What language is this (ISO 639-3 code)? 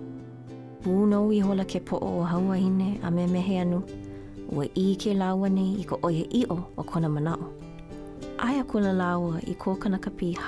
haw